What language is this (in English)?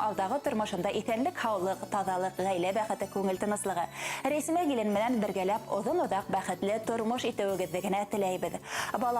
Bashkir